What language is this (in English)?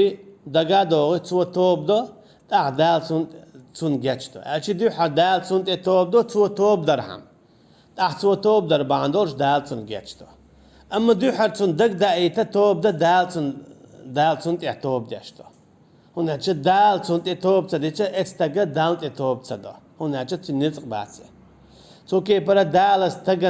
Chechen